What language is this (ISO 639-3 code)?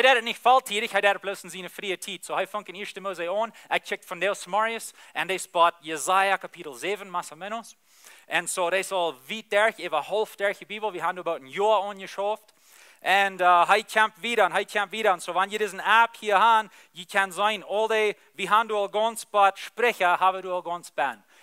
pdt